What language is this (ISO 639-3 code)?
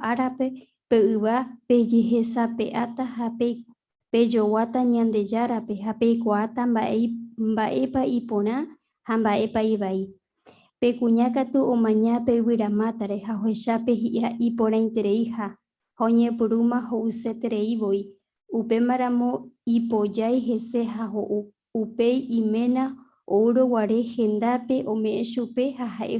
grn